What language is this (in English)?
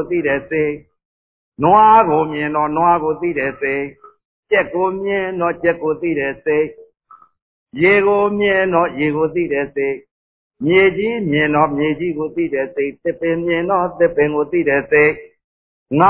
Burmese